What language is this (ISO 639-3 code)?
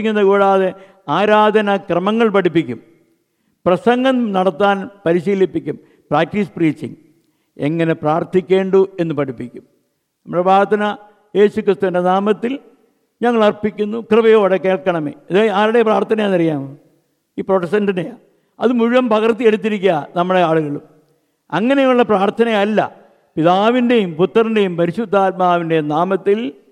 mal